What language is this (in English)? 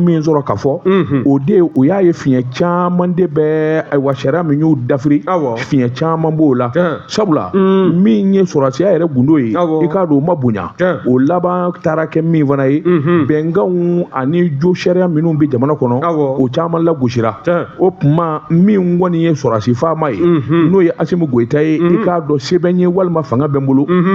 Bambara